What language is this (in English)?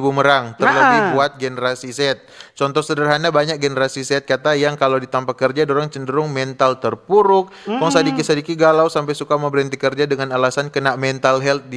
Manado Malay